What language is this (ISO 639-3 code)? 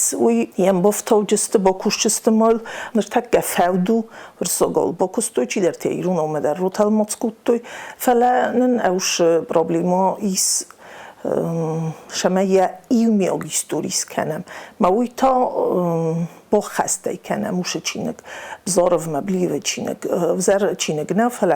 oss